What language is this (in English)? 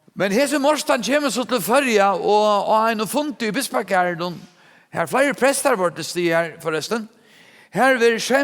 Faroese